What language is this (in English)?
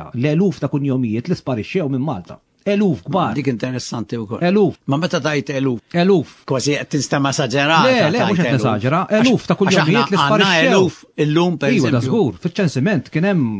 Maltese